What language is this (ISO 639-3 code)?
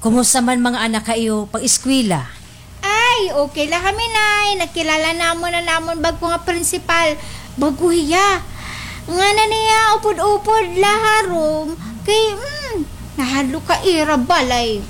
war